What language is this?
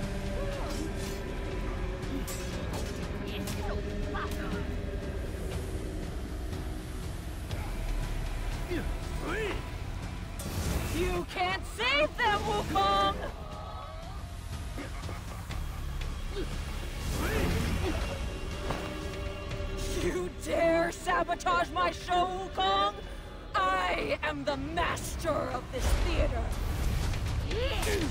English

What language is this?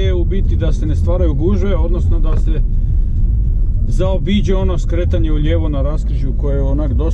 Croatian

